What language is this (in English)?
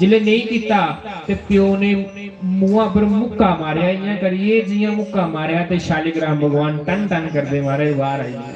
Dogri